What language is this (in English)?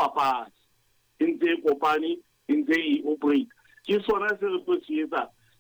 Southern Sotho